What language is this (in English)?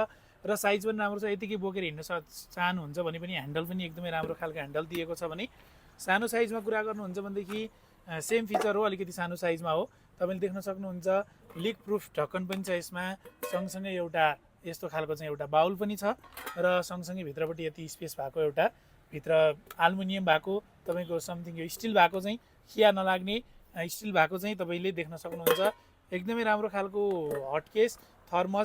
Nepali